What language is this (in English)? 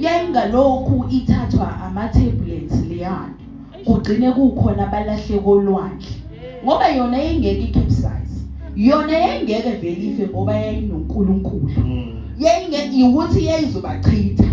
Zulu